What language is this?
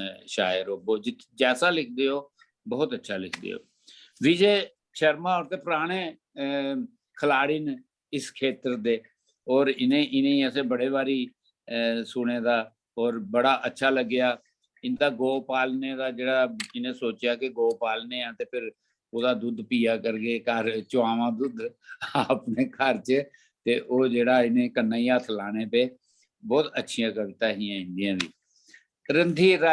Dogri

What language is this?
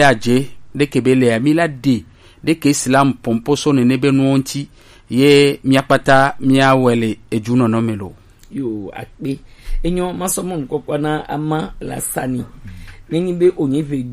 Gen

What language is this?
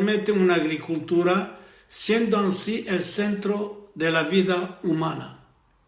Ladino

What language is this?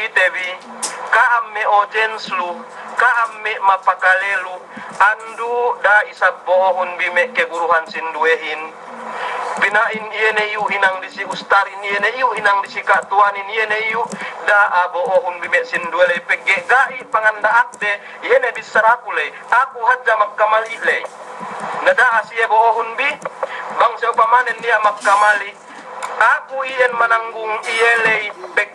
Yakan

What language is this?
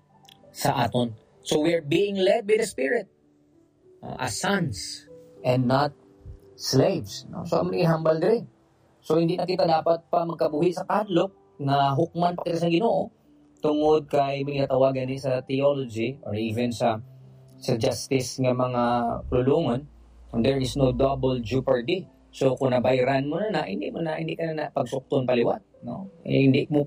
Hiligaynon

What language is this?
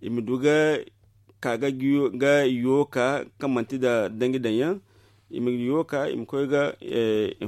Zarma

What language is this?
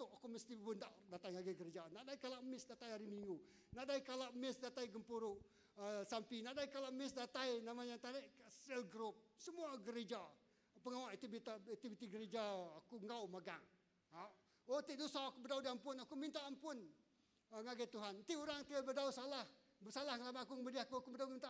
Iban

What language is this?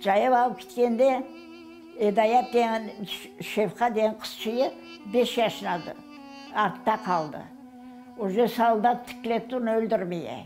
Crimean Tatar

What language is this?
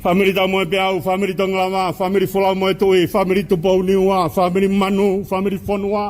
Tongan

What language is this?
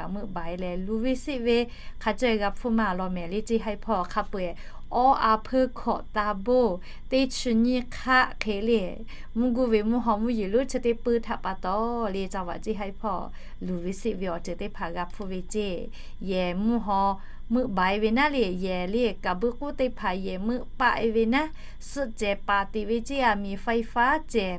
Lahu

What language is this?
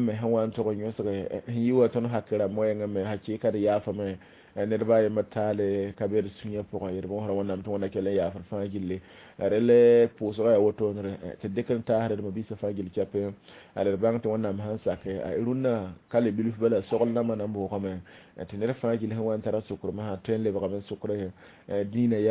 Mossi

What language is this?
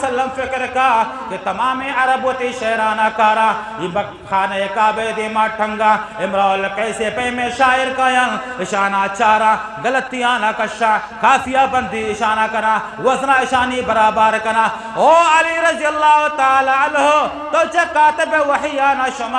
Eastern Balochi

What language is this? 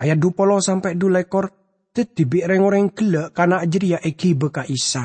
Madurese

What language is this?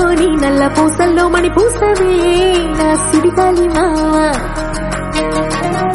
Telugu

